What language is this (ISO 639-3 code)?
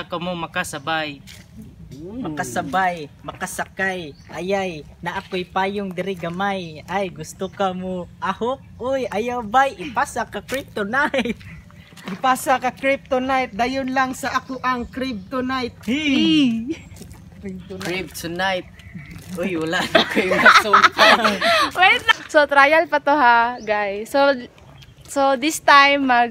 ceb